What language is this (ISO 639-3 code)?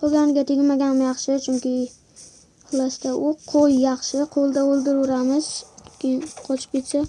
uzb